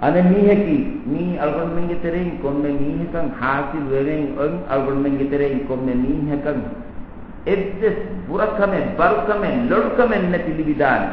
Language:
Divehi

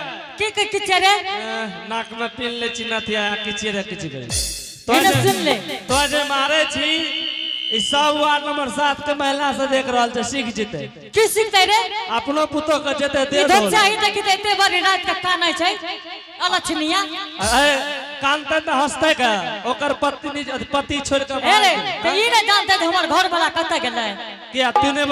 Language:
Angika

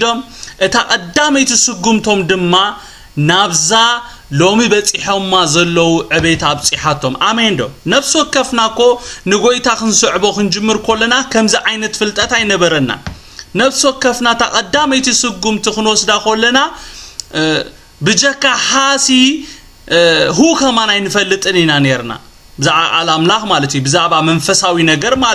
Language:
Tigrinya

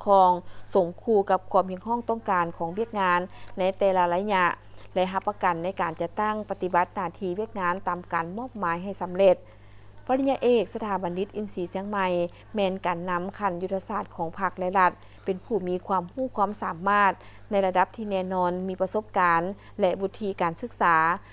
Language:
Lao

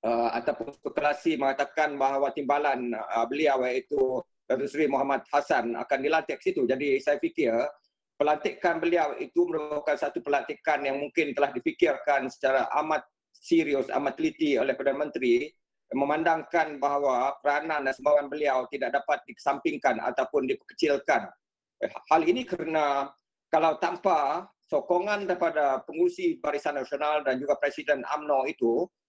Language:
Malay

